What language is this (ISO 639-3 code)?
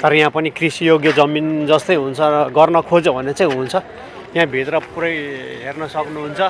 nep